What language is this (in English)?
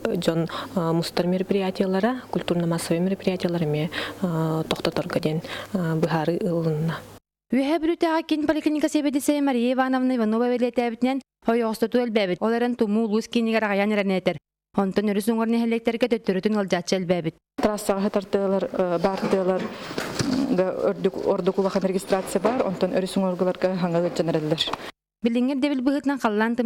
Yakut